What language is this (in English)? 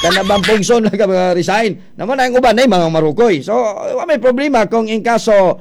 Cebuano